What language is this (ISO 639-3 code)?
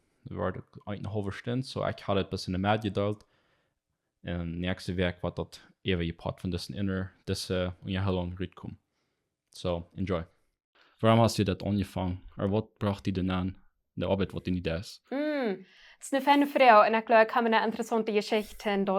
pdt